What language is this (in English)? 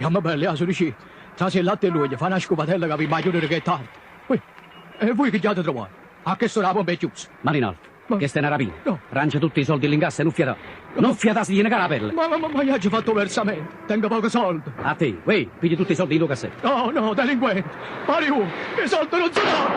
Neapolitan